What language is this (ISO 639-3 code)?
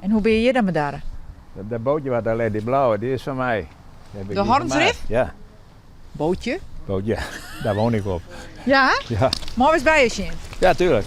fry